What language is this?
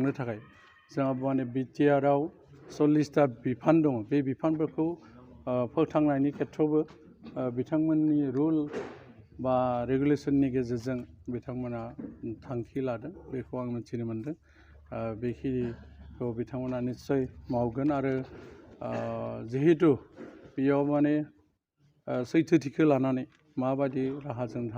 Bodo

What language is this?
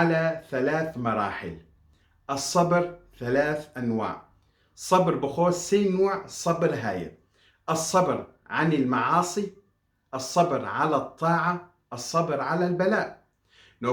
Kurdish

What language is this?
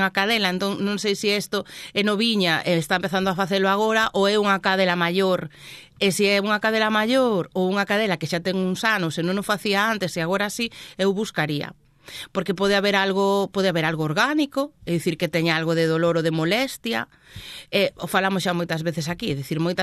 Galician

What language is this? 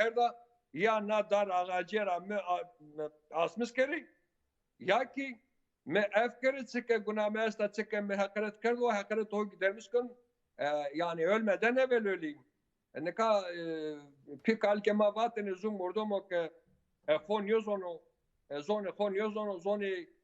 Zaza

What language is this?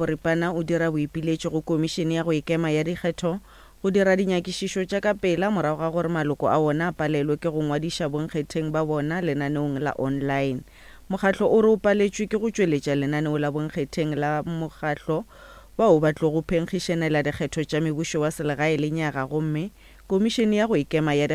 Northern Sotho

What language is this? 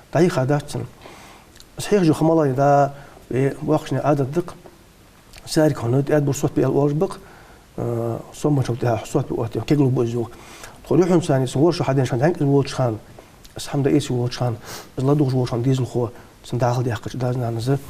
Ingush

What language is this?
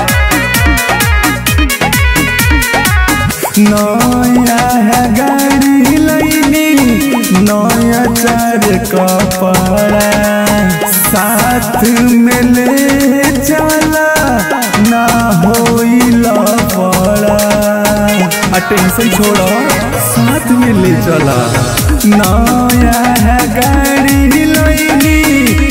Bhojpuri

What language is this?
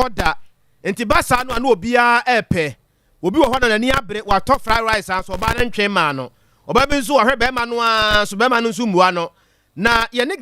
Akan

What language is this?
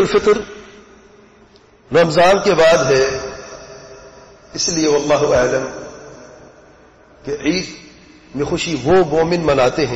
Urdu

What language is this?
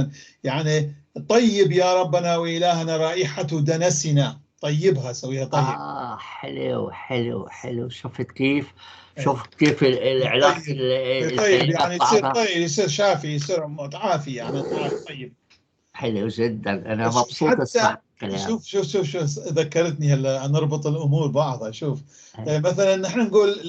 North Levantine Arabic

